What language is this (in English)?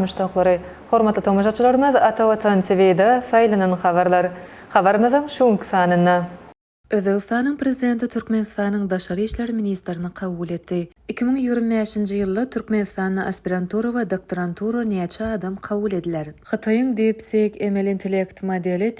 Turkmen